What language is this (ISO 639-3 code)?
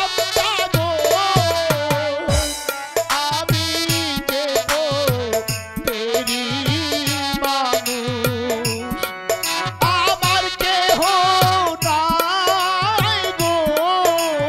ben